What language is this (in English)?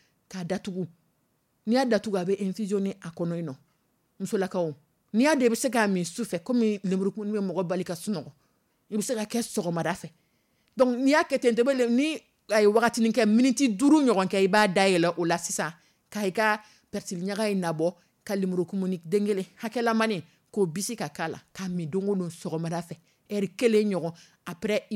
Dyula